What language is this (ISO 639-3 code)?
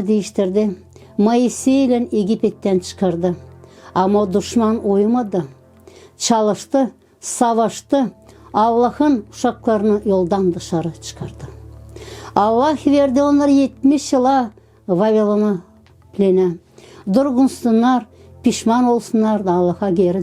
gag